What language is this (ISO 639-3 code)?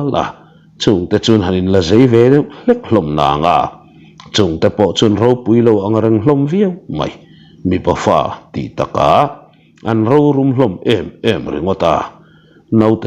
lus